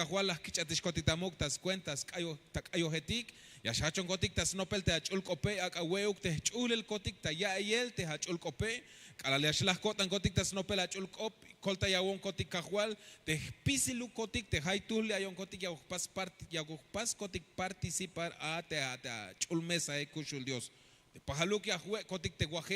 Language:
Tzeltal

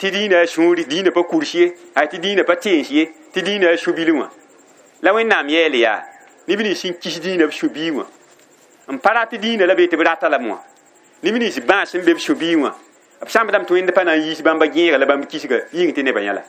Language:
Mossi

